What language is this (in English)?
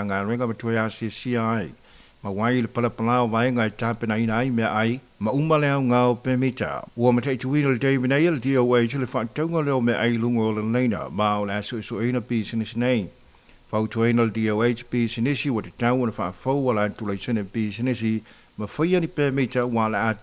Samoan